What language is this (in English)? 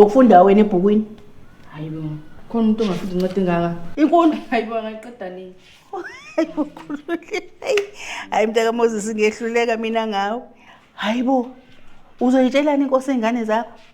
Zulu